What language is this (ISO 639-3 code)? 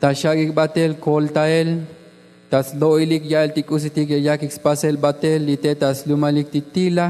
tzo